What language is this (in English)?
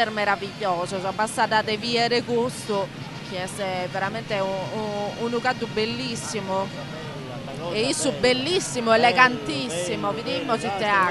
Sardinian